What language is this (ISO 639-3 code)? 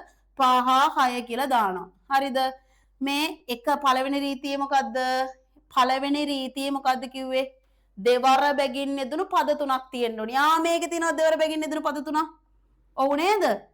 sin